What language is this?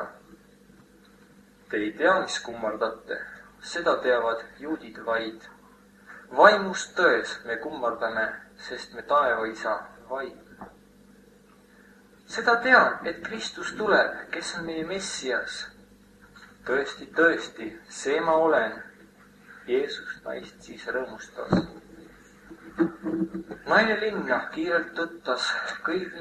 Estonian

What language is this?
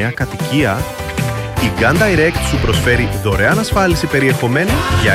Greek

